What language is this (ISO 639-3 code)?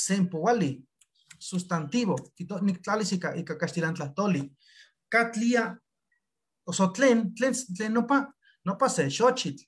nhe